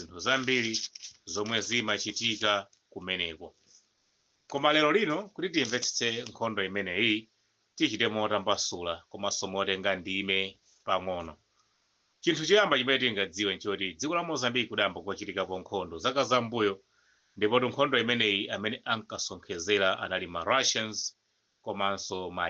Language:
Nyanja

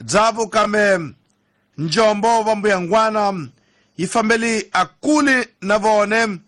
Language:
Tsonga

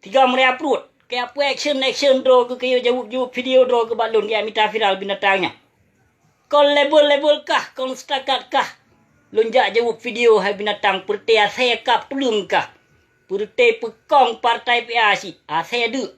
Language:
Achinese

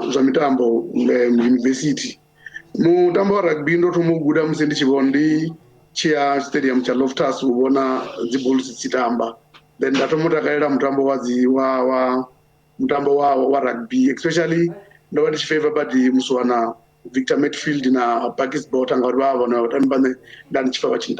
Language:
Venda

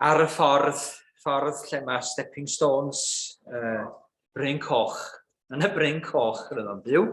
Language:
Welsh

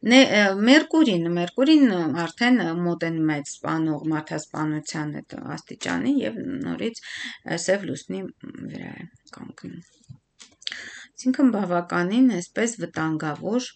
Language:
Armenian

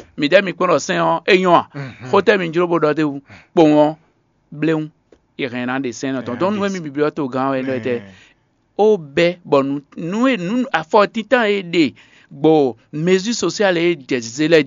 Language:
Fon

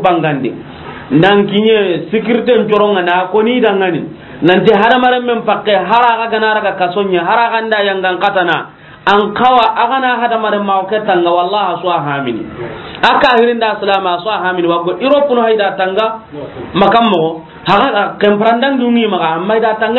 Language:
Soninke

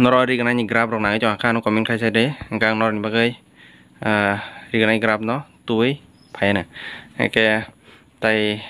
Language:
Kok Borok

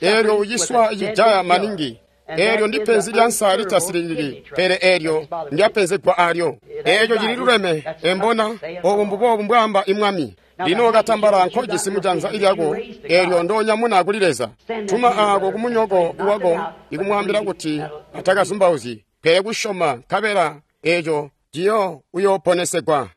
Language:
Tonga (Zambia)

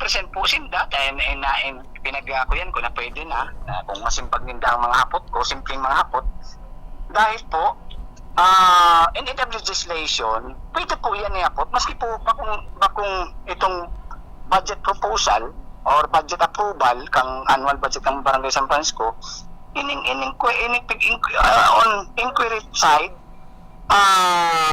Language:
Bikol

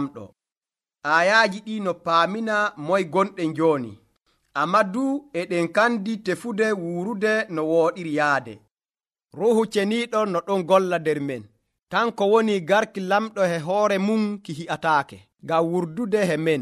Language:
Nigerian Fulfulde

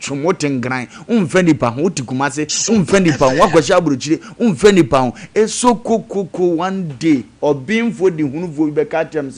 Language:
Akan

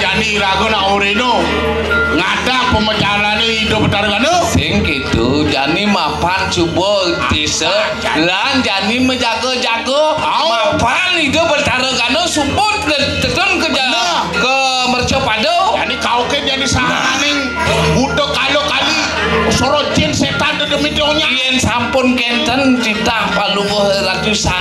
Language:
Balinese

